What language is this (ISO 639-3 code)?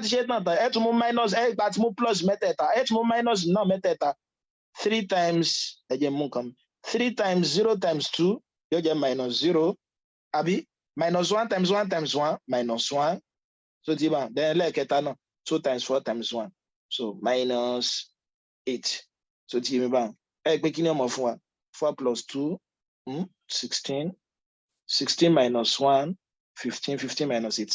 yor